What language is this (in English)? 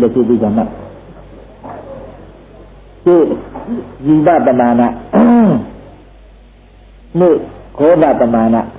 Burmese